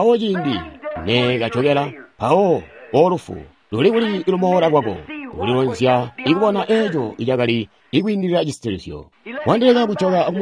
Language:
Tonga (Zambia)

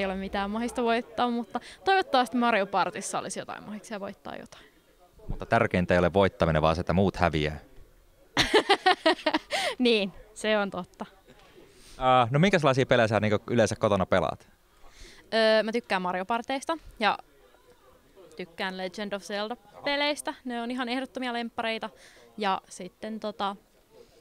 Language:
Finnish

